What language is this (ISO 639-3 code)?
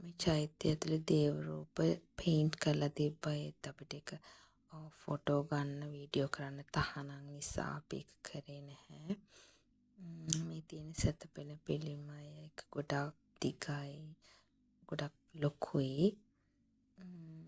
sin